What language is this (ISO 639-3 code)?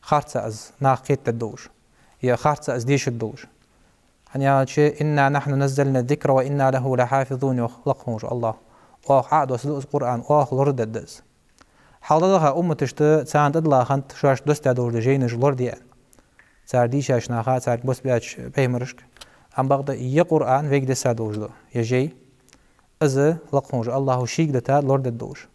inh